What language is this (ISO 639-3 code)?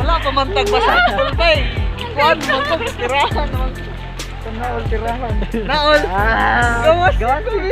ceb